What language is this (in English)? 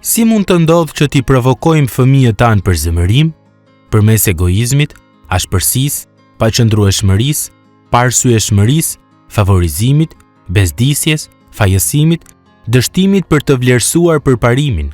Albanian